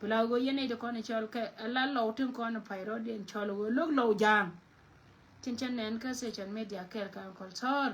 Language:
Nuer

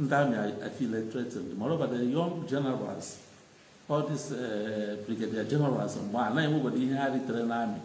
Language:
Igbo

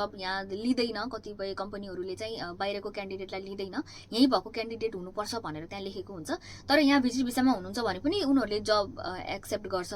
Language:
Nepali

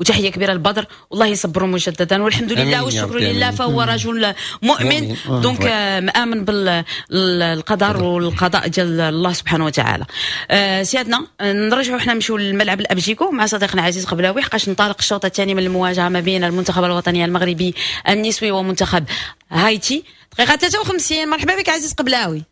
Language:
Moroccan Arabic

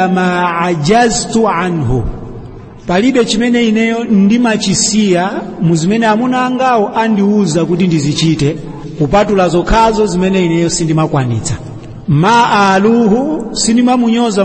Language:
Nyanja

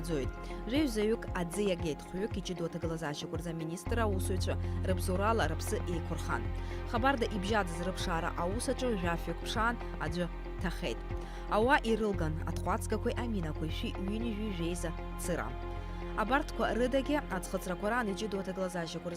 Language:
Abkhazian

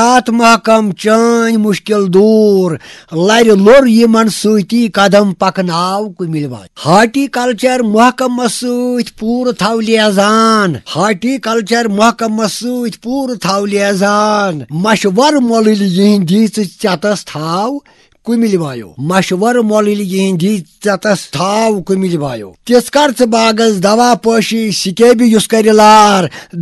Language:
Kashmiri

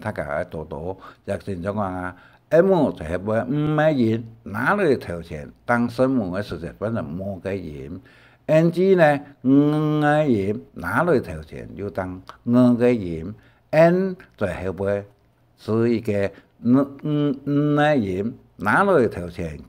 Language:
Hakka Chinese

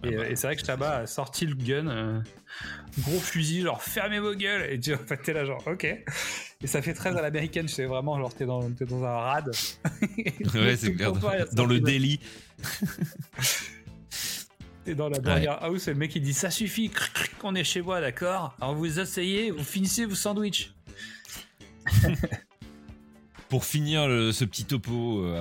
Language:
French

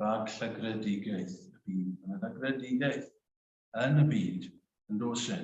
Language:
Welsh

